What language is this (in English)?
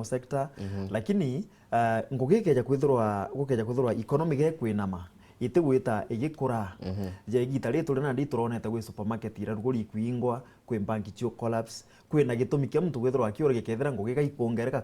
Meru